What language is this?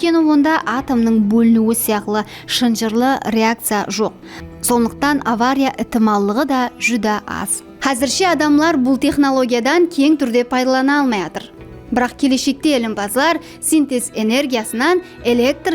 Kara-Kalpak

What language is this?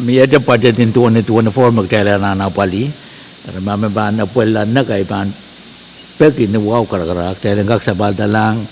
Pohnpeian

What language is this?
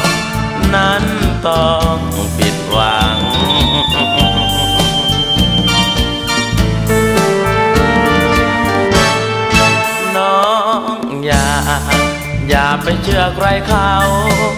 Thai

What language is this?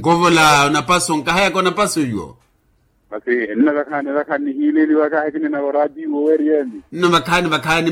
Makhuwa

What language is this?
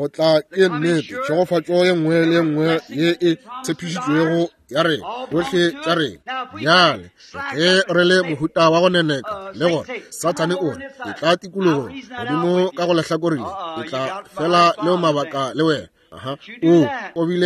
Northern Sotho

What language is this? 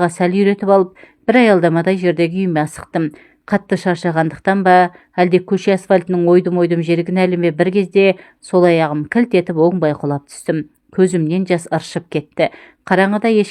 Kazakh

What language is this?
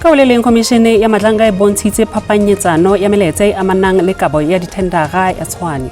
Southern Sotho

